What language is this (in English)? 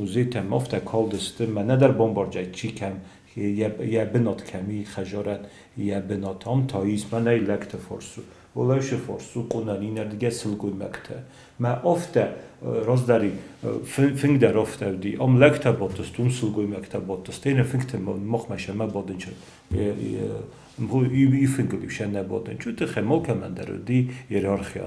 Ossetic